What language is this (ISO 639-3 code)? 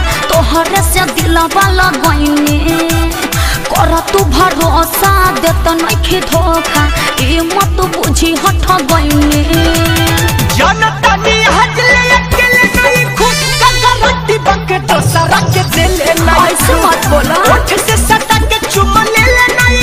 bho